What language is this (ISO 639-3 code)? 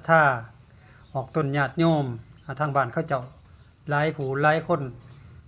lao